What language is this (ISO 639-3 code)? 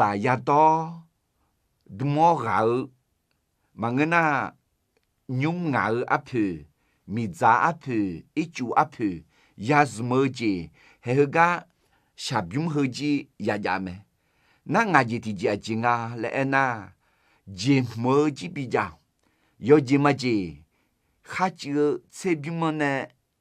ahk